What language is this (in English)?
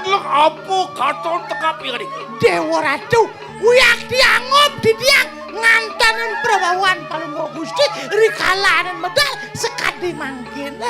Balinese